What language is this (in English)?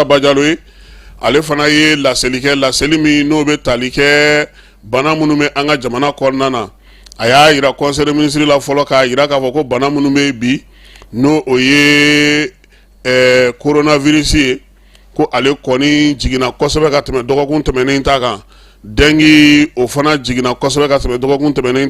Bambara